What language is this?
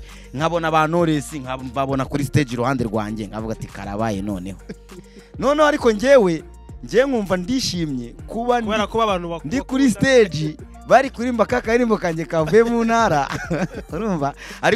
Kinyarwanda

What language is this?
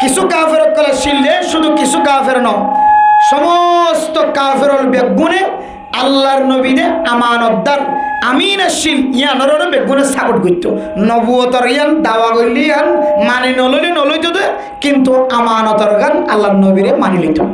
Rohingya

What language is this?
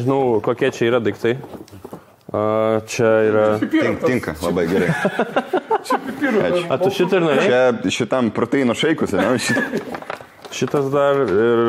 Lithuanian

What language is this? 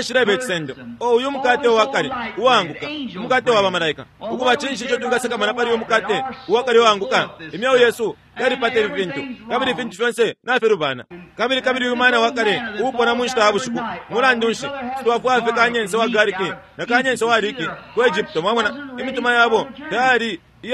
Bemba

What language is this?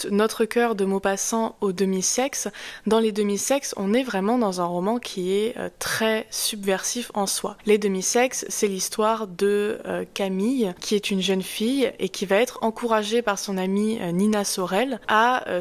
French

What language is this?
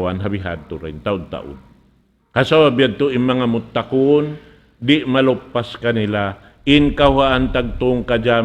Tausug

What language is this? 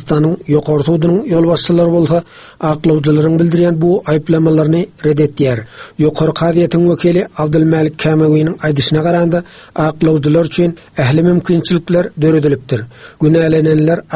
Turkmen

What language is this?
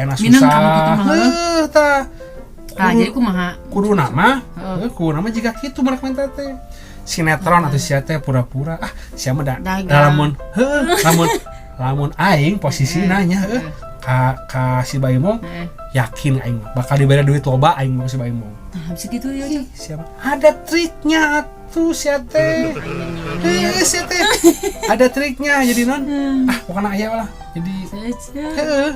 Sundanese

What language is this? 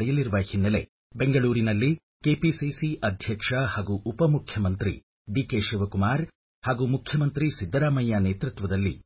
Kannada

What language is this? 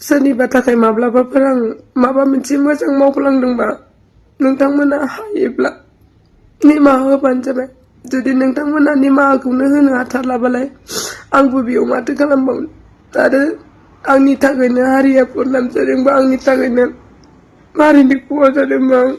Bodo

